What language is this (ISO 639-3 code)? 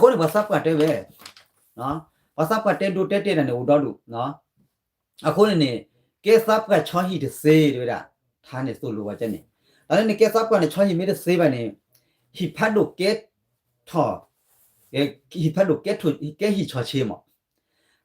ksw